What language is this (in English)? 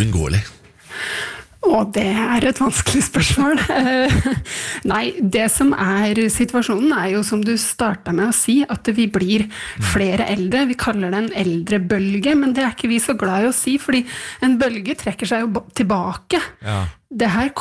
Norwegian